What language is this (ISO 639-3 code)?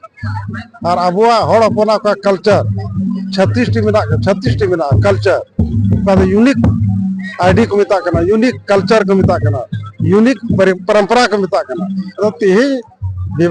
sat